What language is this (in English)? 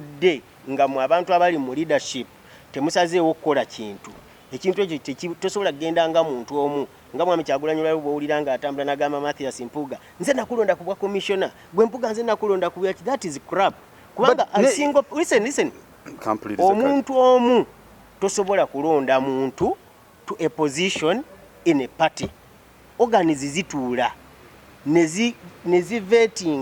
Ganda